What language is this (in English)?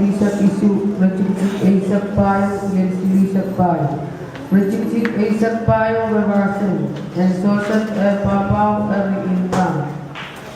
Pohnpeian